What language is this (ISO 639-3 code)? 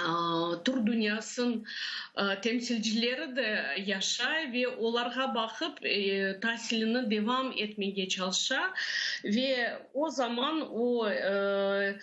crh